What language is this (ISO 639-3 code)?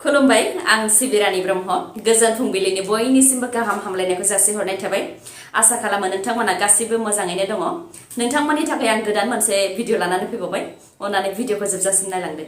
brx